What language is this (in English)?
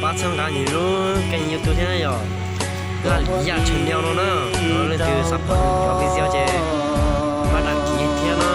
Hmong